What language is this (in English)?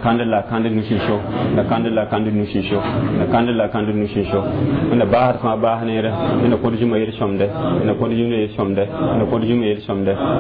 Mossi